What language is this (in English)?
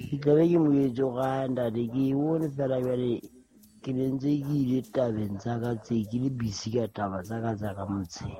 Southern Sotho